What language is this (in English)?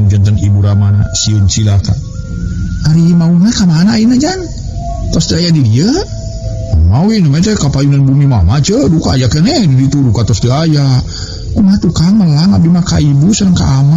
Sundanese